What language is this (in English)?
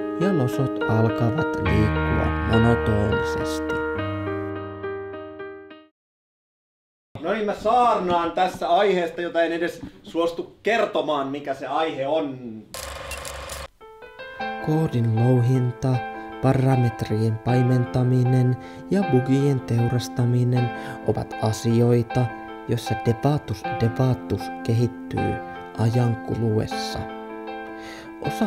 Finnish